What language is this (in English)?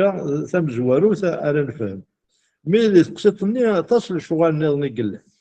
Kabyle